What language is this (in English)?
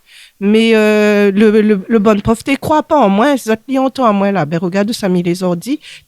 Réunion Creole French